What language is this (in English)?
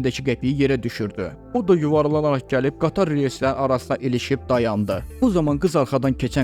Azerbaijani